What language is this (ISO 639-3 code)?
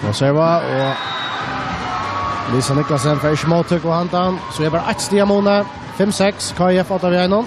fao